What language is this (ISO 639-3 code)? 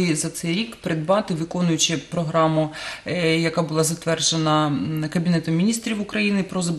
ukr